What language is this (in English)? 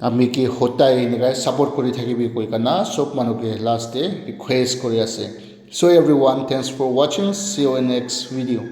Naga Pidgin